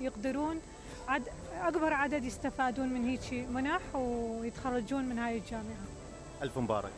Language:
Mesopotamian Arabic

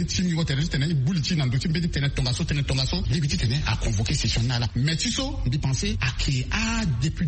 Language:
Sango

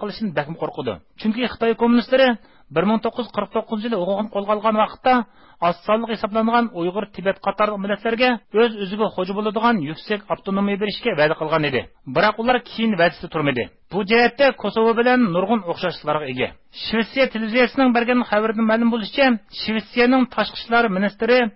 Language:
Uyghur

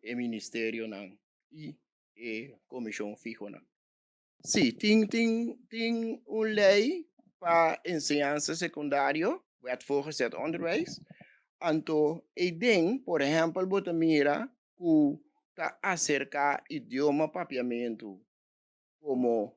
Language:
Papiamento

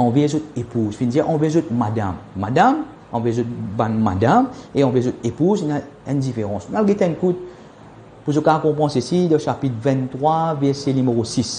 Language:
Morisyen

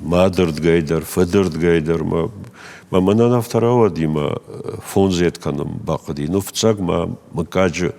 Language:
Ossetic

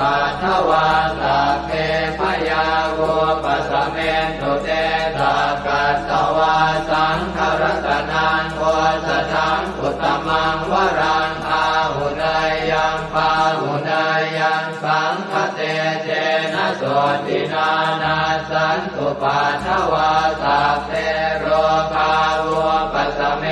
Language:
Pali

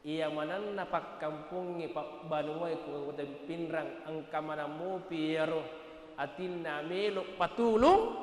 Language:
Buginese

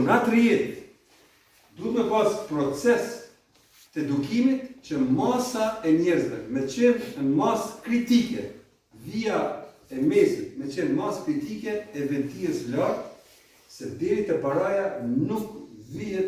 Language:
Albanian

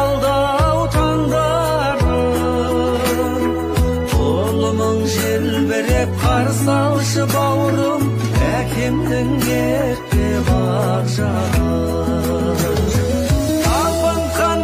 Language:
Kazakh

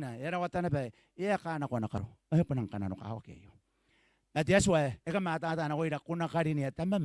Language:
Gilbertese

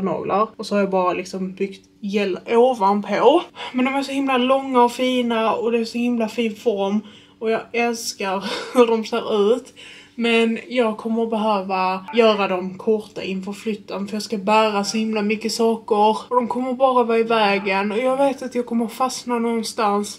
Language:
Swedish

